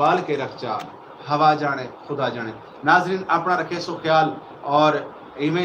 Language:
Saraiki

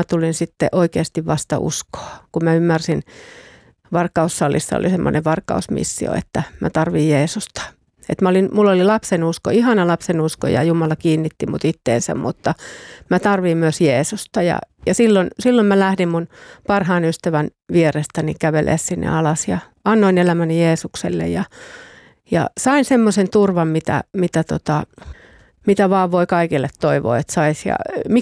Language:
Finnish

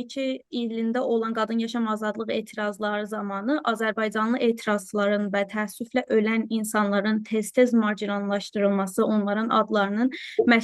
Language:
South Azerbaijani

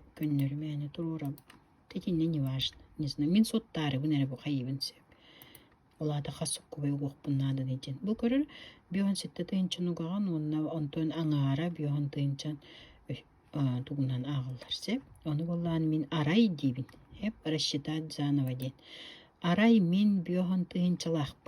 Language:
Yakut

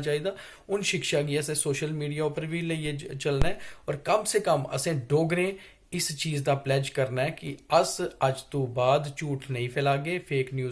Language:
Dogri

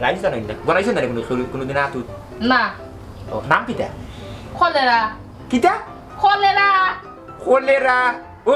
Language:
Sylheti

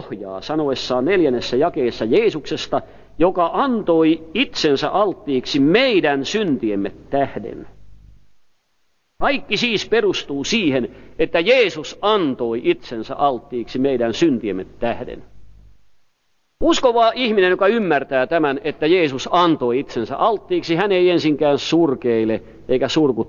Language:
Finnish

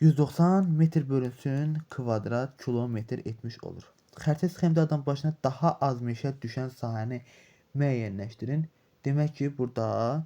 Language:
Azerbaijani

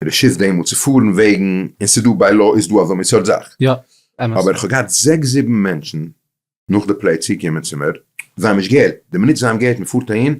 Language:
Yiddish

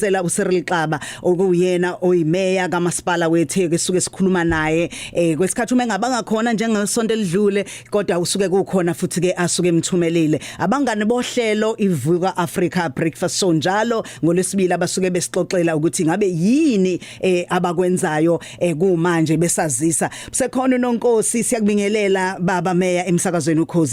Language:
Zulu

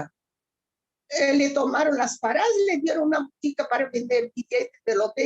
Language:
Ladino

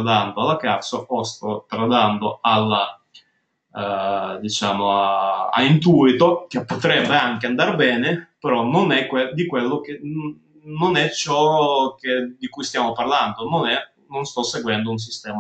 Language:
Italian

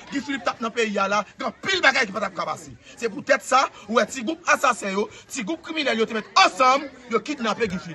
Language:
Haitian Creole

